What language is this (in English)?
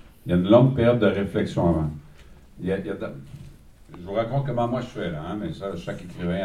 French